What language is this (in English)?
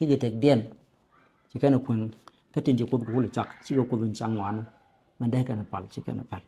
Nuer